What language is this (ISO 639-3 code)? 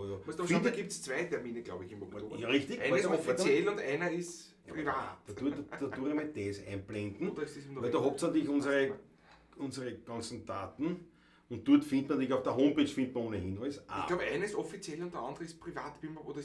bar